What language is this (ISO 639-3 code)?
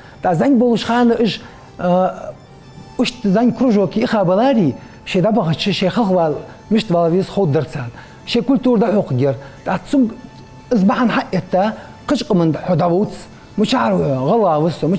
inh